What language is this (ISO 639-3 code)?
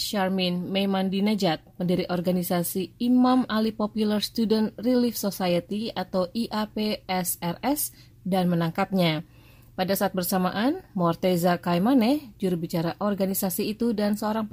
ind